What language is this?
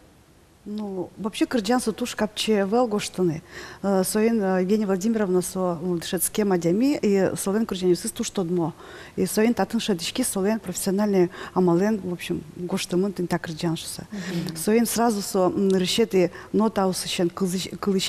Udmurt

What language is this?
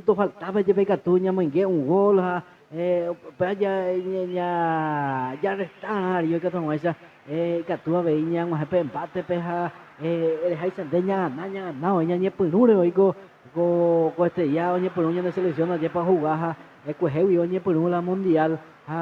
Guarani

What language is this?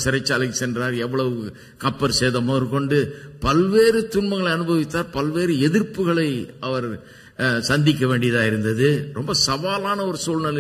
Tamil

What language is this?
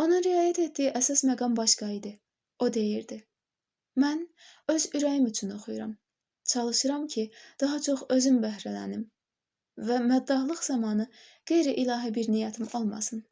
Azerbaijani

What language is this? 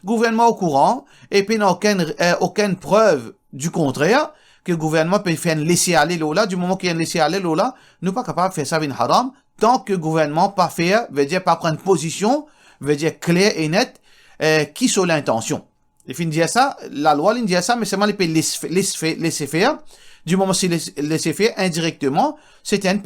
Morisyen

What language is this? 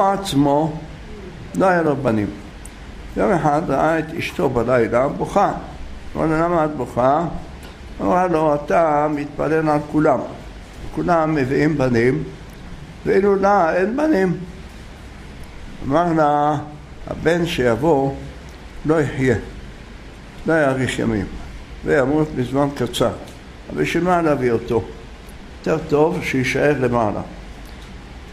Hebrew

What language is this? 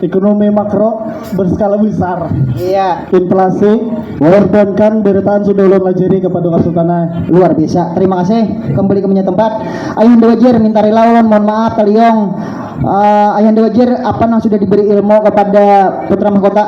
Banjar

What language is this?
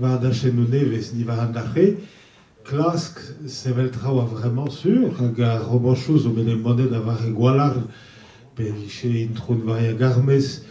Breton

